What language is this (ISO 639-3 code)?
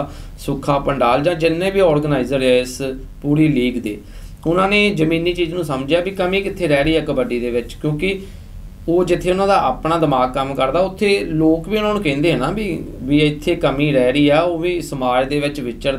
pan